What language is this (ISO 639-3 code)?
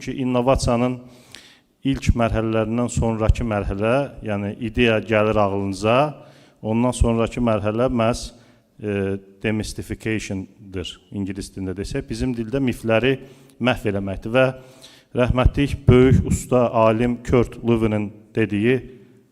aze